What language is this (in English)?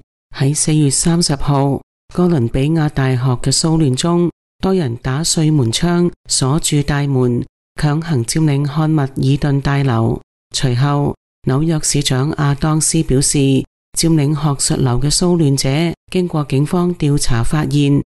Cantonese